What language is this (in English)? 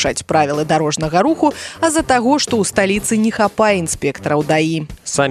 Belarusian